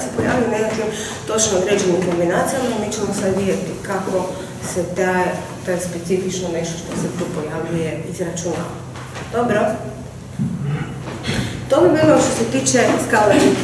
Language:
Croatian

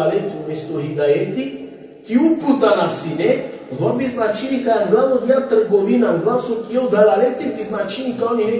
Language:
Balkan Romani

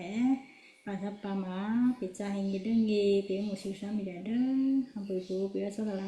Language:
Western Kayah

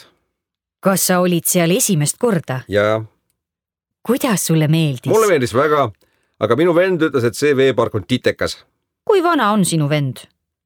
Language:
Estonian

